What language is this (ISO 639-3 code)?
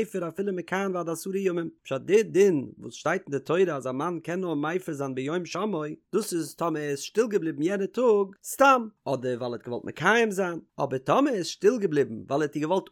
yid